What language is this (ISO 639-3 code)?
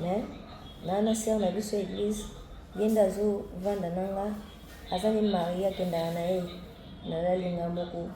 lin